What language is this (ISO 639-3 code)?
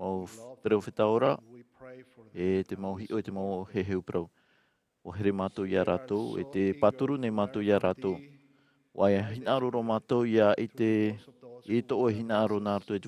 tah